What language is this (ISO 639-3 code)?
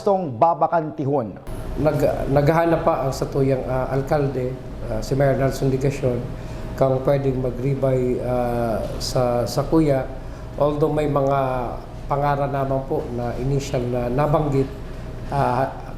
bik